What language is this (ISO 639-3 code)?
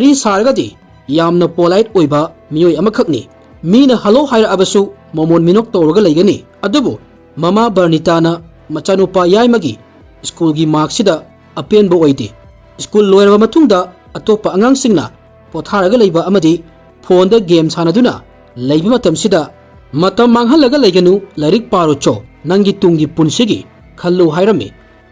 mni